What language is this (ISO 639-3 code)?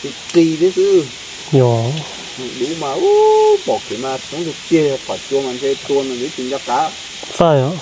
hmn